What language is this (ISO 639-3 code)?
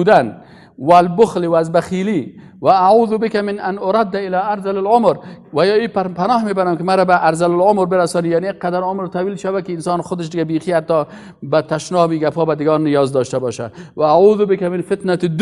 fas